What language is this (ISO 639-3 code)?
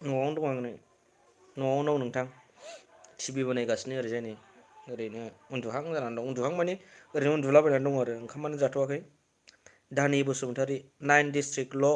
brx